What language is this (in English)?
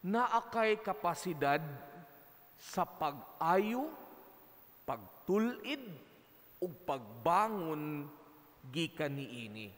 Cebuano